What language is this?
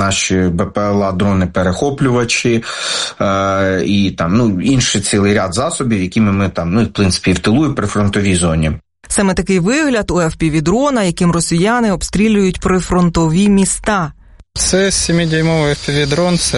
Ukrainian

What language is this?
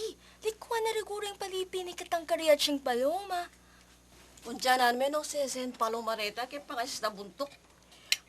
Pampanga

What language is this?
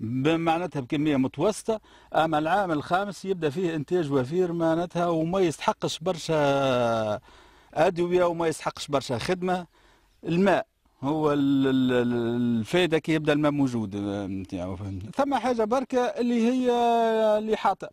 Tunisian Arabic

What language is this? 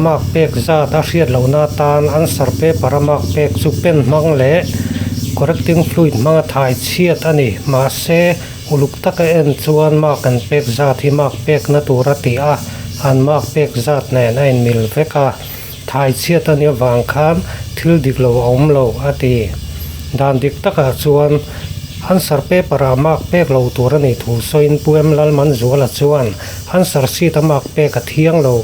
Mizo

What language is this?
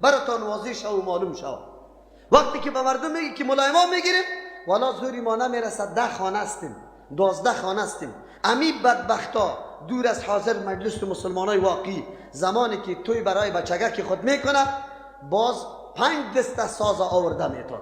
Persian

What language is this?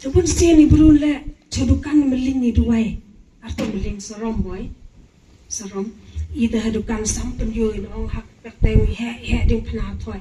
Khasi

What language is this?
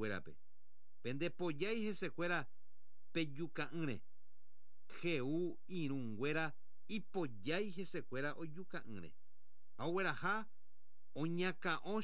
Guarani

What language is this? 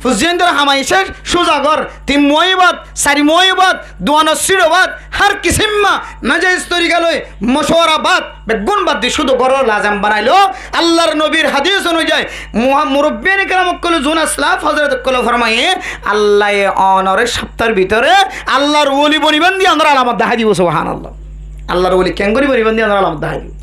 Rohingya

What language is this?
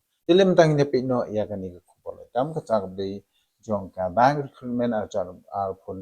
Khasi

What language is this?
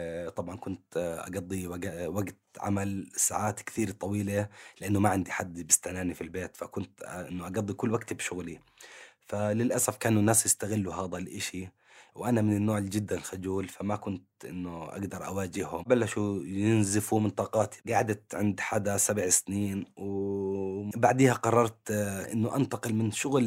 North Levantine Arabic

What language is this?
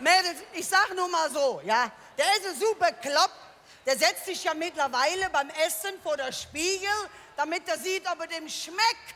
Colognian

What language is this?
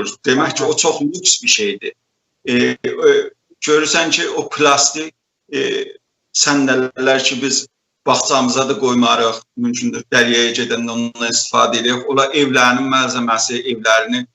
South Azerbaijani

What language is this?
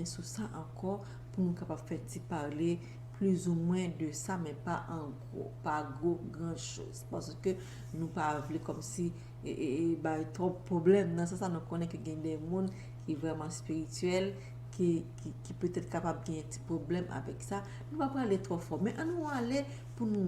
Haitian Creole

